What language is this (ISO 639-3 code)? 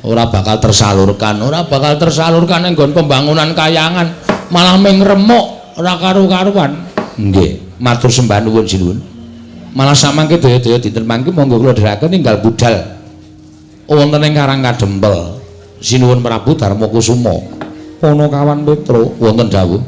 jav